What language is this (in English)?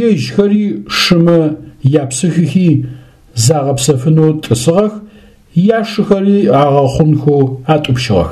Adyghe